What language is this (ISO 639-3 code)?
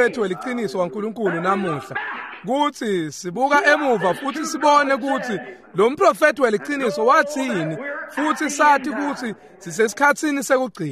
ssw